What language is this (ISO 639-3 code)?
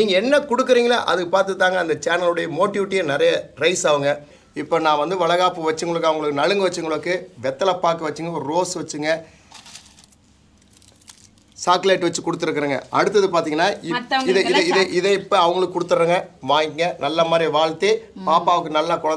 tam